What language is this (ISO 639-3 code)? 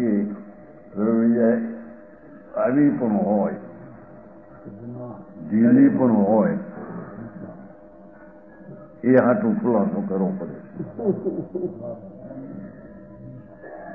guj